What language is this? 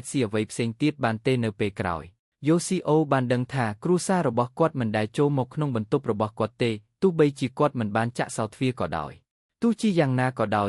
Khmer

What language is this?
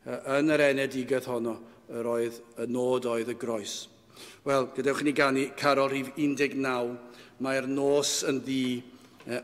Welsh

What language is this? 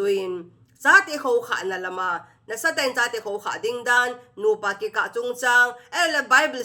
Thado Chin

